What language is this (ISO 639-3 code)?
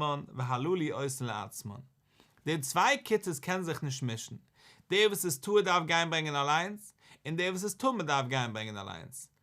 yid